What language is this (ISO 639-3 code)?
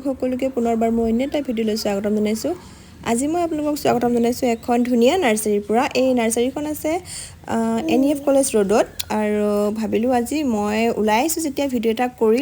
asm